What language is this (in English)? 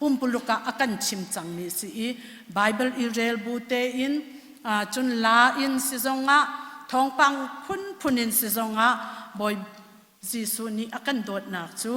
Hakha Chin